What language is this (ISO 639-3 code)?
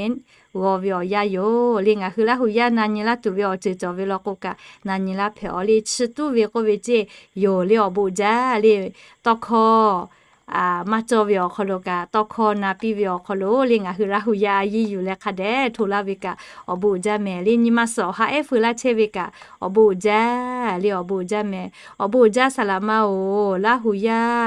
lhu